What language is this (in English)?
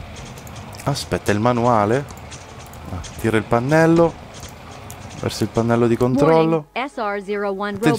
Italian